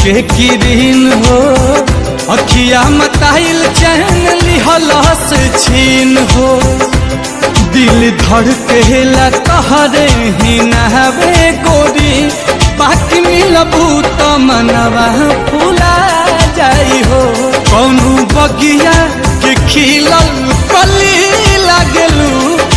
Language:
Bhojpuri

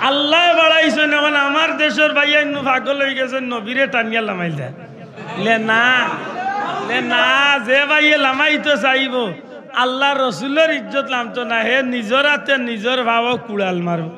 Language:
Sylheti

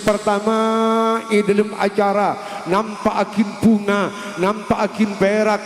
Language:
Madurese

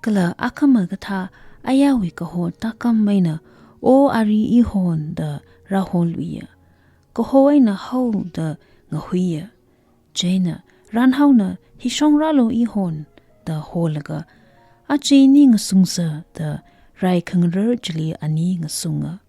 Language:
Tangkhul Naga (India)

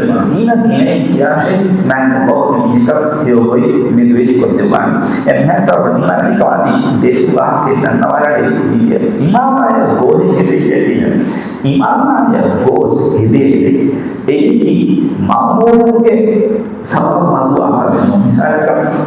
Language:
Divehi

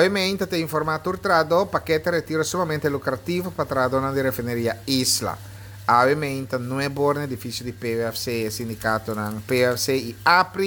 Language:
Papiamento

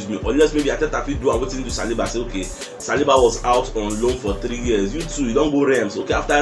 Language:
Nigerian Pidgin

